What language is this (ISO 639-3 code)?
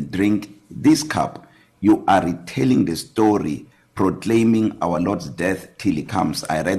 eng